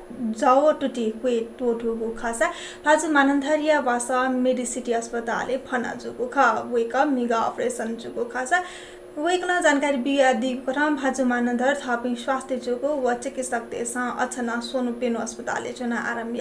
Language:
Newari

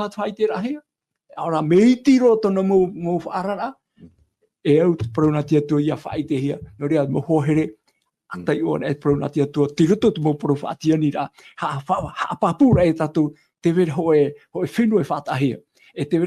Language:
Tahitian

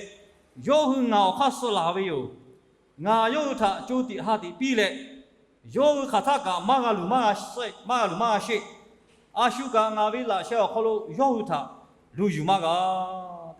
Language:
Lahu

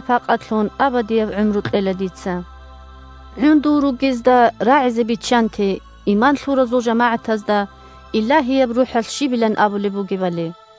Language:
Avaric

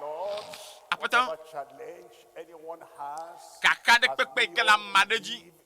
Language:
Ewe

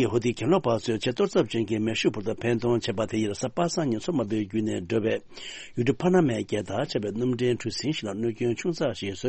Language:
Tibetan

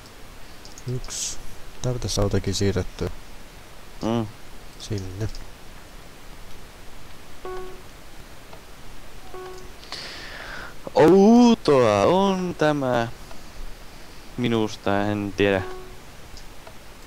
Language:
Finnish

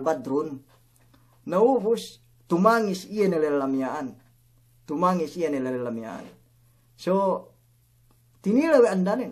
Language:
Yakan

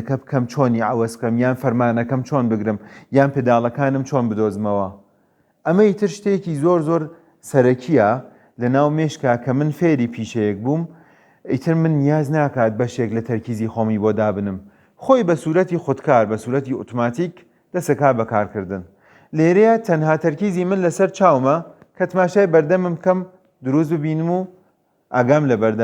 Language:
Central Kurdish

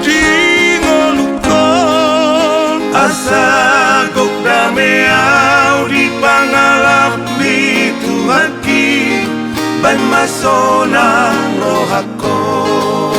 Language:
Batak Toba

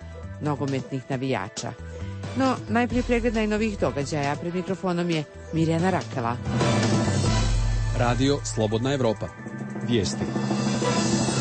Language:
Croatian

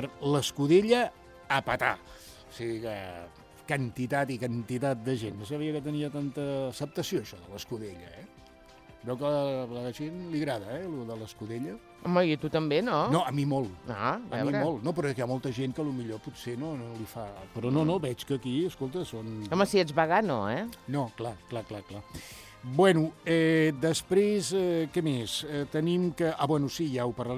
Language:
Catalan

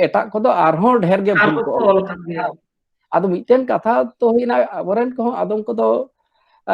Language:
Santali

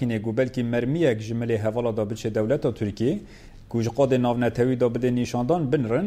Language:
Kurdish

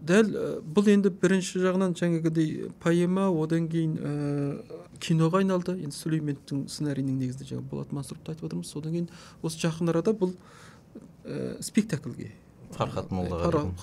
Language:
Kazakh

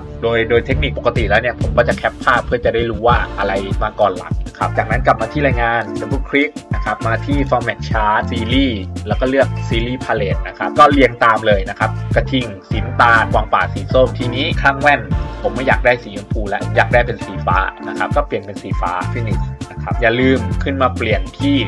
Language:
Thai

